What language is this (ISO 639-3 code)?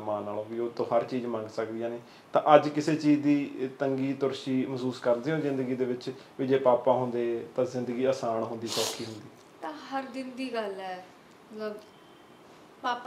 pan